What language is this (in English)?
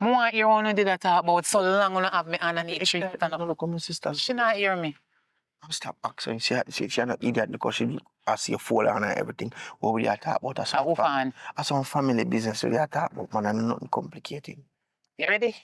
Jamaican Creole English